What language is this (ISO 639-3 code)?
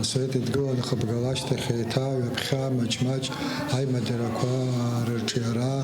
abk